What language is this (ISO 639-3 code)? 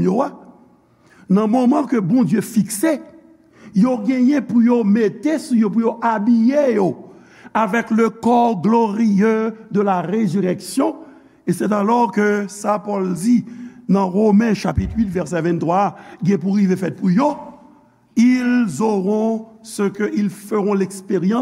hat